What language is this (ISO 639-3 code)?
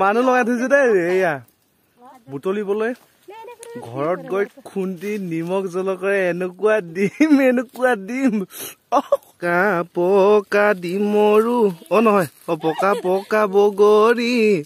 asm